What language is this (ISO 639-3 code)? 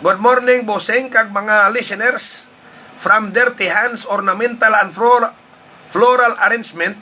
hil